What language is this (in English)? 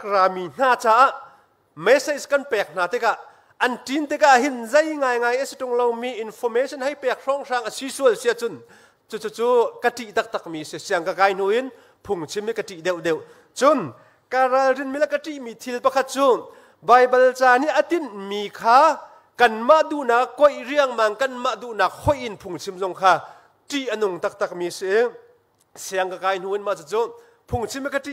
Hakha Chin